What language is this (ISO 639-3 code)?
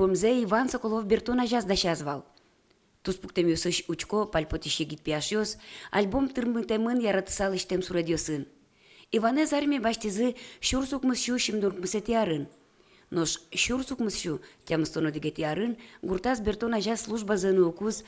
udm